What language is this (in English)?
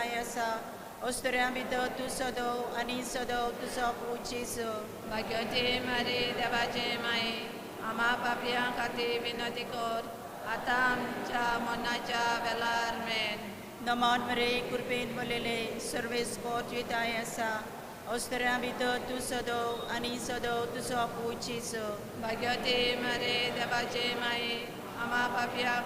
Konkani